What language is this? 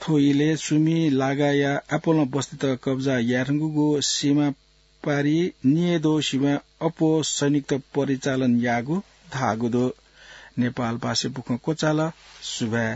Newari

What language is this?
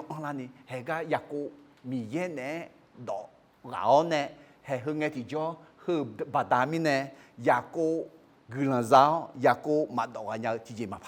Akha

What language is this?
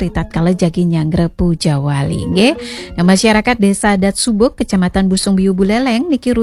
Balinese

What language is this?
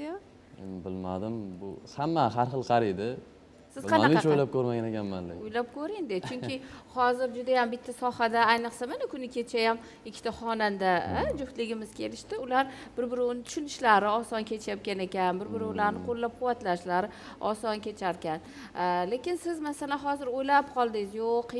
Uzbek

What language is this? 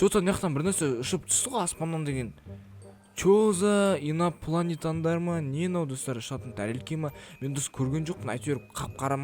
Kazakh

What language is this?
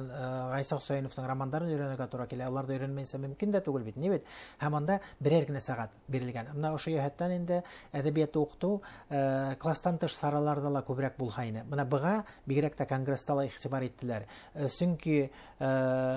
Bashkir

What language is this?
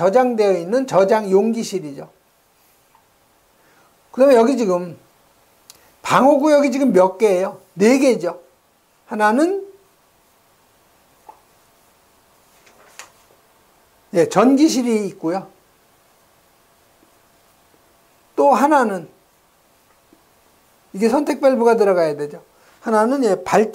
Korean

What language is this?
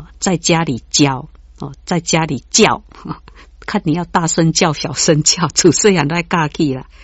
Min Nan Chinese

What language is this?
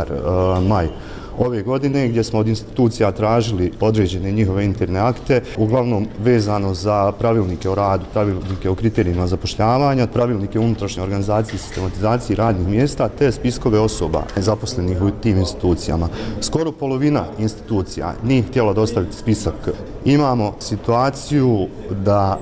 Bosnian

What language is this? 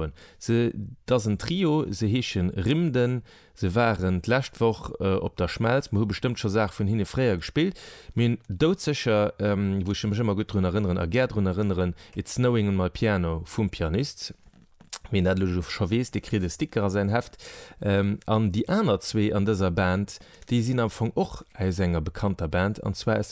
Luxembourgish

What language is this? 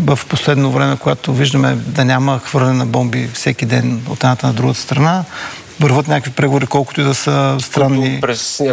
Bulgarian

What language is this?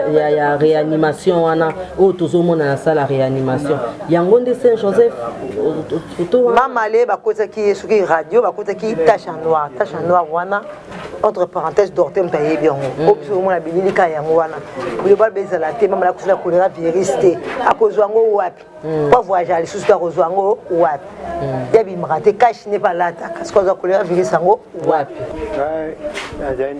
Lingala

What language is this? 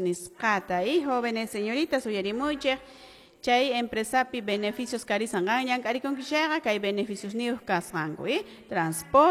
Quechua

